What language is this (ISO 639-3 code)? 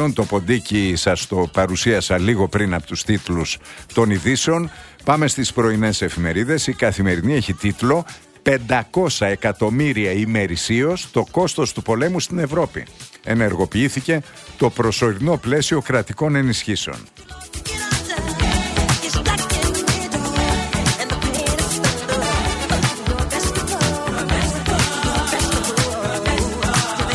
ell